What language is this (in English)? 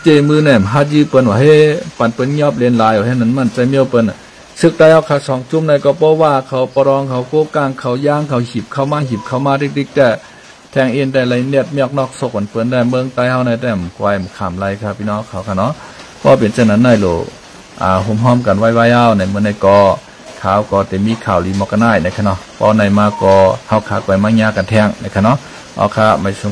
Shan